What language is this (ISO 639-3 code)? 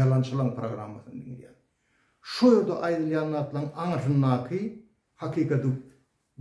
tuk